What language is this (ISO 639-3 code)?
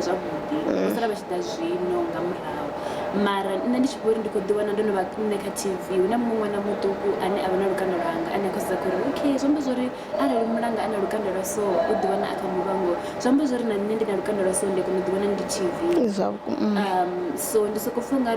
ven